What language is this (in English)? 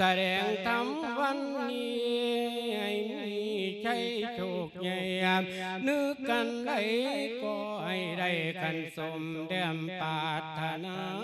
Lao